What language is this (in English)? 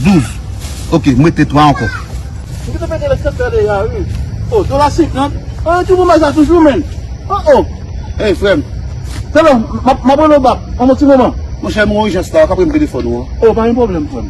Haitian Creole